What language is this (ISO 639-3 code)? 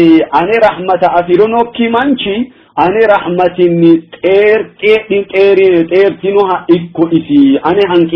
sid